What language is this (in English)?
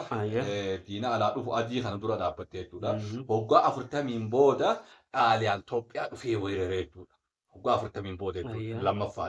Oromo